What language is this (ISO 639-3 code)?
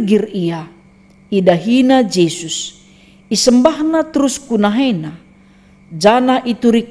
btx